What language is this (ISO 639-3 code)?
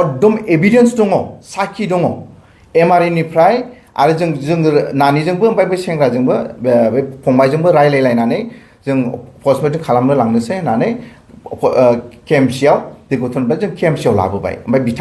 brx